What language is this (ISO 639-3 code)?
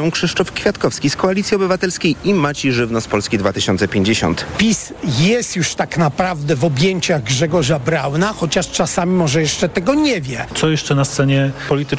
pol